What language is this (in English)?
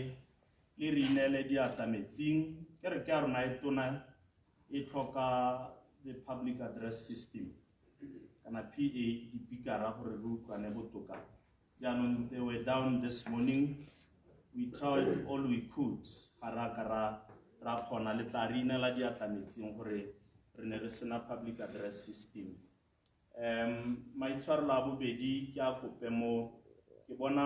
Tswana